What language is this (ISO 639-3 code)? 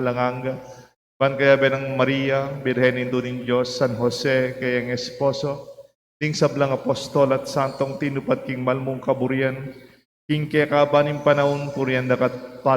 pam